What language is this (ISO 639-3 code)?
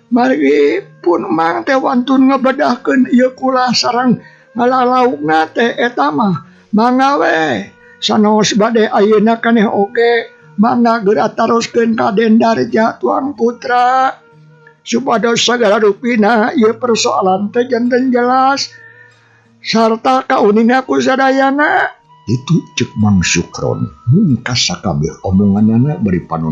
sun